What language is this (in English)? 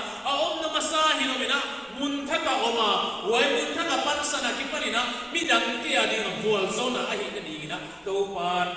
Paite Chin